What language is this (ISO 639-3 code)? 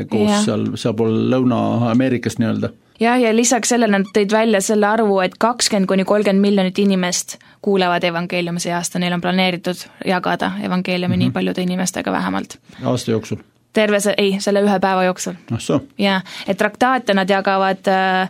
est